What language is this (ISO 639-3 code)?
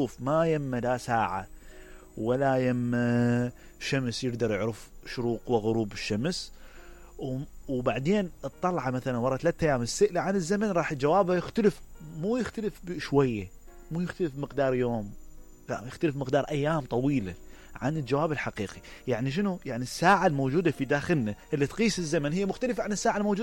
acm